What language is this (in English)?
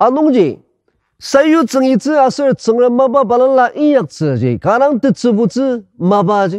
Ao Naga